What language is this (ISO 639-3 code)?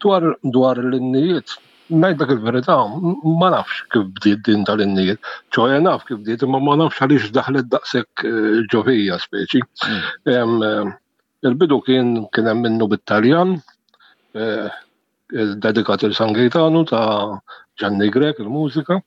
mlt